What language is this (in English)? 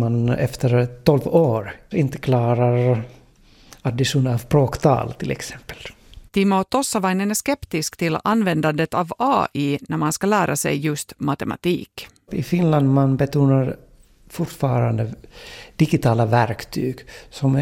Swedish